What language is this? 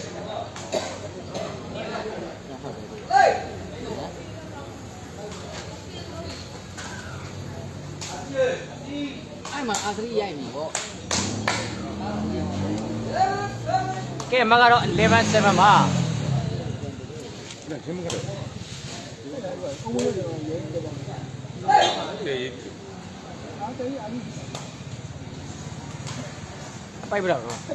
Burmese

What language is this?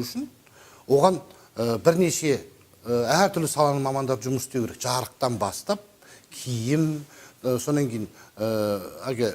Kazakh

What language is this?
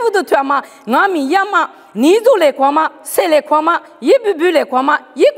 Lisu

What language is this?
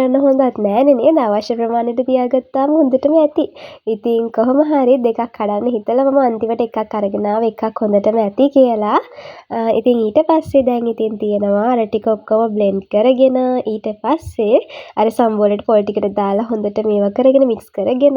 Sinhala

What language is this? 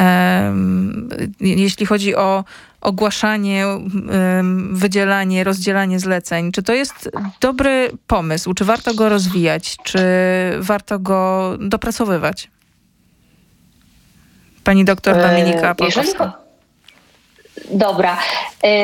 Polish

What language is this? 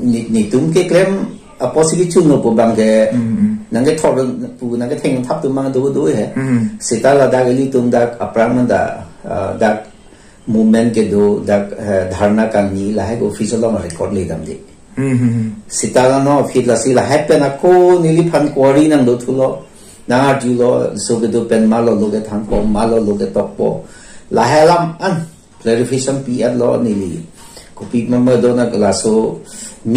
Karbi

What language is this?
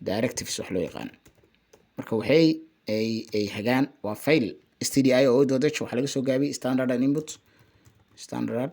Somali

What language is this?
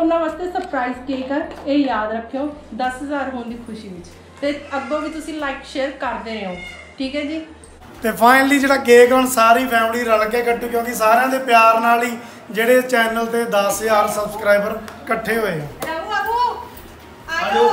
Punjabi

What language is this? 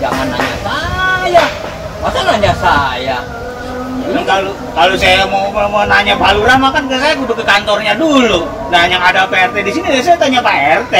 Betawi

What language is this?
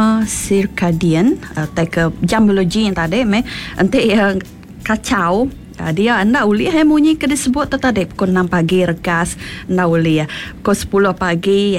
Iban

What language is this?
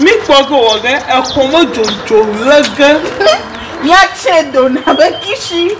Ewe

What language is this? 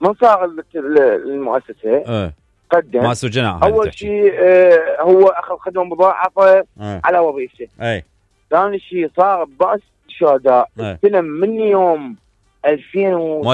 Mesopotamian Arabic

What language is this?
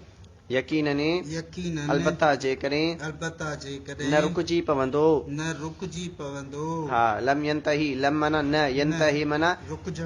Sindhi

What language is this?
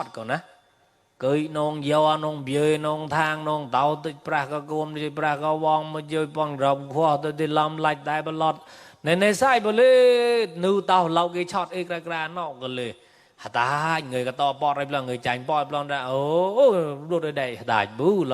Mon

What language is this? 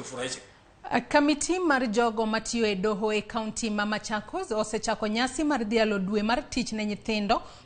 Luo (Kenya and Tanzania)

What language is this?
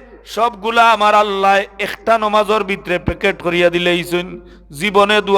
Sylheti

